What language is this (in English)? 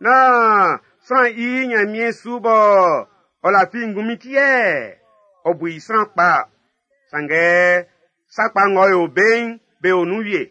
Baoulé